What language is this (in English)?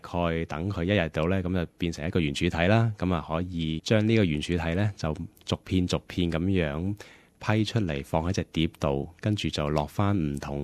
Cantonese